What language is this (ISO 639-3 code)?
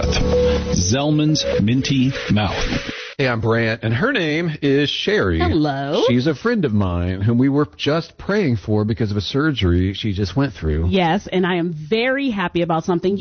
eng